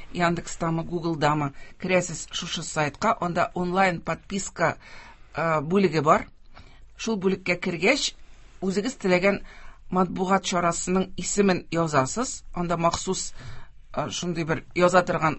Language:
Tatar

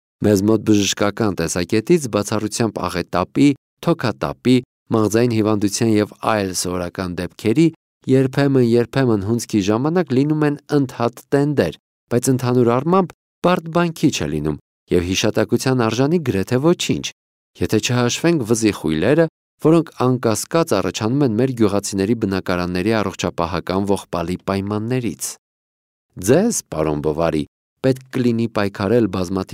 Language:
Armenian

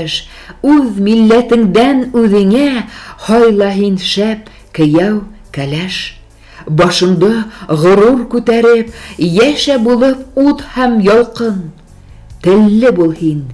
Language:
Tatar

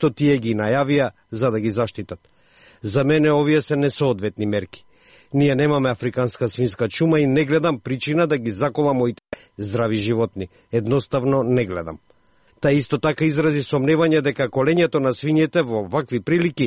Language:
Macedonian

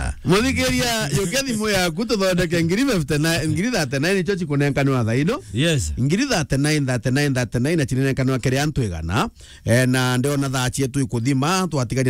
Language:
Meru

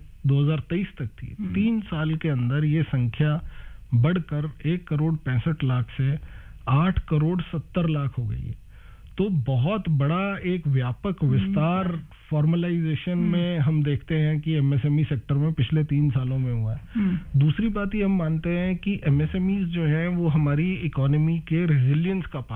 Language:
Hindi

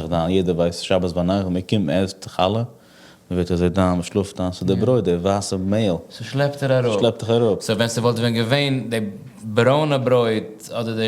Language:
Yiddish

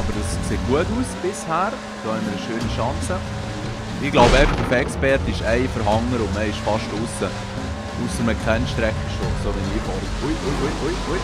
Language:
Swiss German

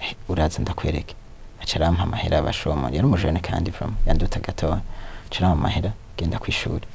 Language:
Rundi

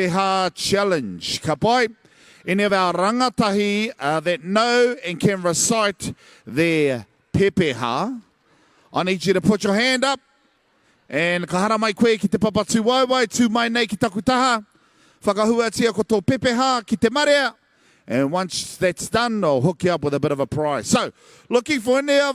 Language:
Māori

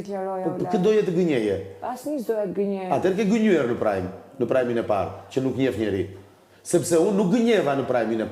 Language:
Albanian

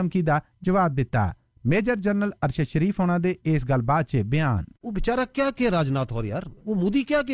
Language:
Punjabi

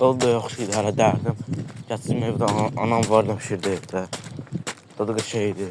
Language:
Azerbaijani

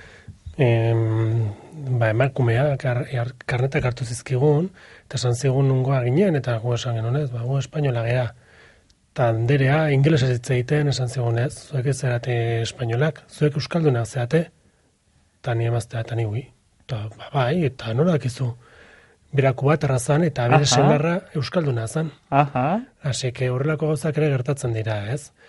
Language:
Basque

